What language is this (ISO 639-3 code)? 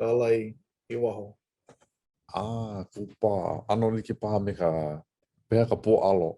haw